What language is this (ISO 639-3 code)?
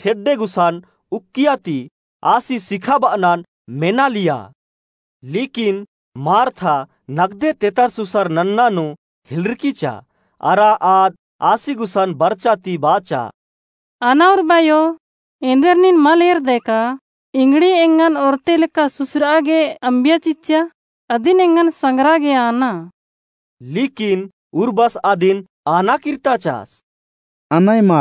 kru